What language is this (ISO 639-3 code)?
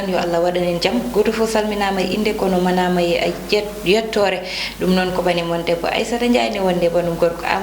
ful